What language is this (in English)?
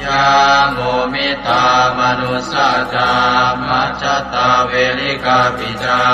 Pali